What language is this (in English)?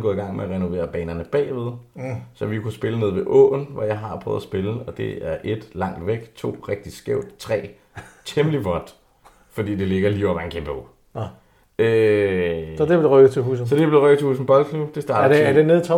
Danish